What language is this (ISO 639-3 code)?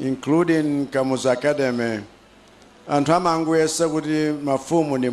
nya